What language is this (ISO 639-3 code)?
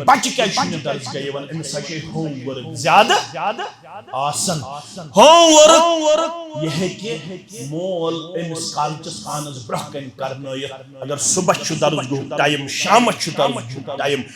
kas